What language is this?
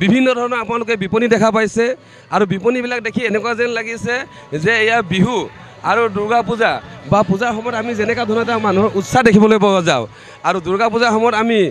Assamese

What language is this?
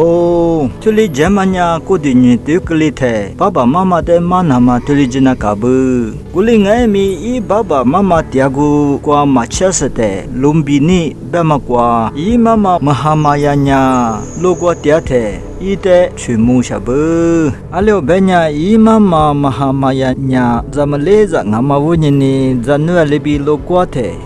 Lisu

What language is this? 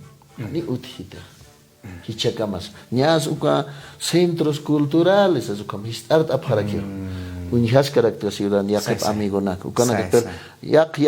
Aymara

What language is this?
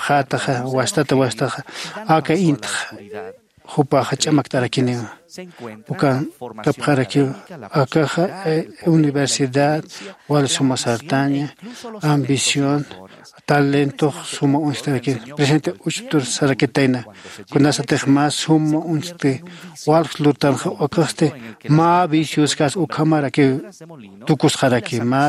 Aymara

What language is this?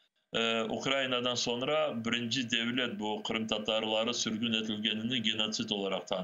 Crimean Tatar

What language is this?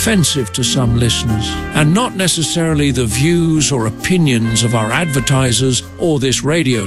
English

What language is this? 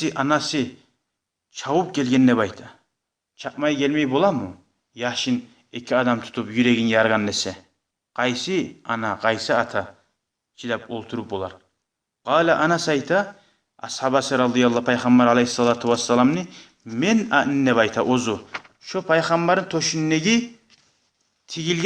Kumyk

